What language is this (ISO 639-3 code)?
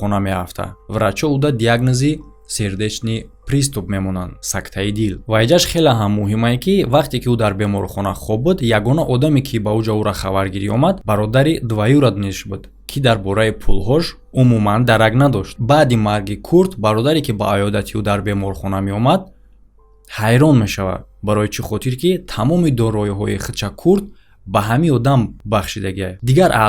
tgk